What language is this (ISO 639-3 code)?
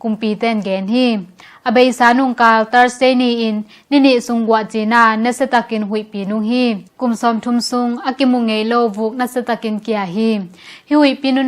ctd